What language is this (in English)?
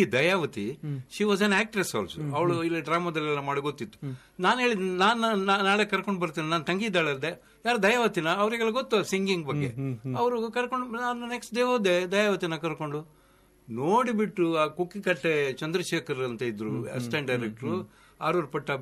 Kannada